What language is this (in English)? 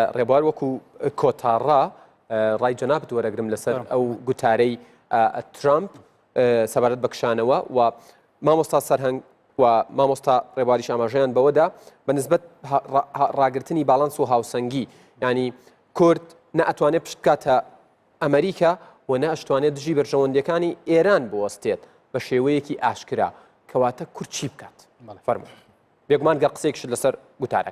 Central Kurdish